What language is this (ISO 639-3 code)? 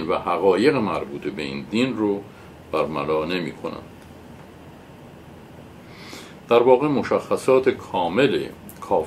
fas